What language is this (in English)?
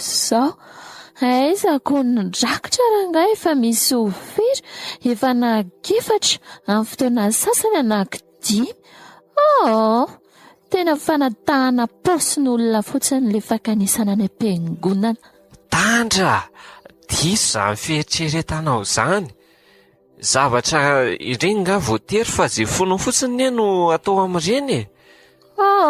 Malagasy